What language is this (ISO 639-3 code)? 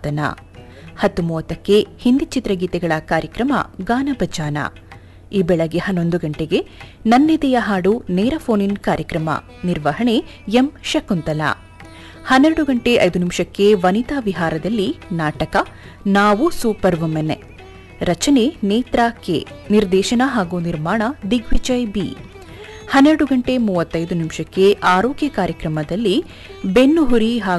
kan